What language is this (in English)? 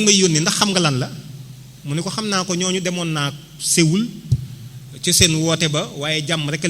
Wolof